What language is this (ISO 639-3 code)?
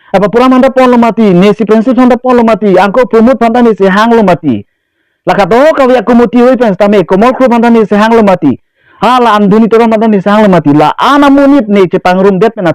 mjw